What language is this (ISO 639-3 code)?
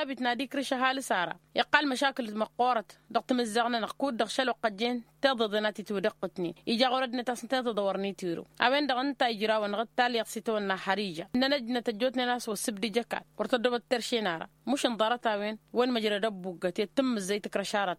taq